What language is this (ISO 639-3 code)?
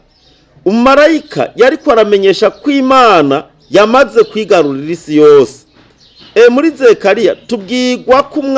run